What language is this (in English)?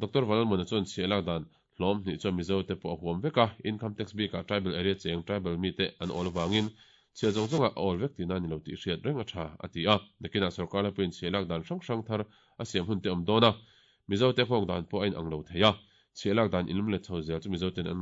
Mizo